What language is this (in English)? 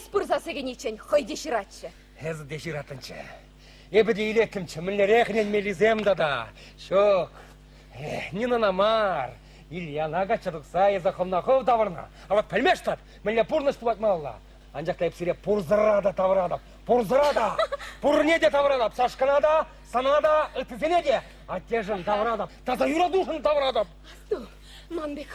Chuvash